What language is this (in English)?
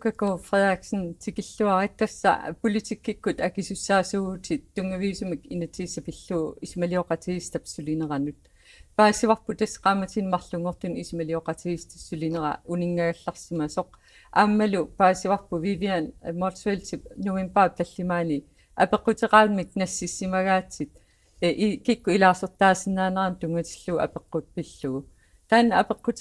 Kalaallisut